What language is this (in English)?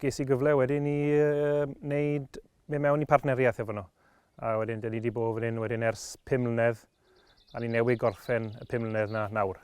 Welsh